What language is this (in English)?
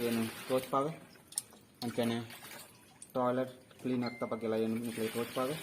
Tulu